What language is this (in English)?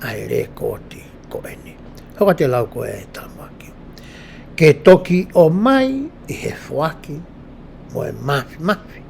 Tongan